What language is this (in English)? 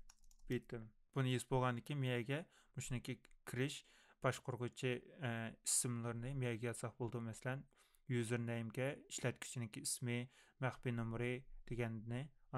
Uyghur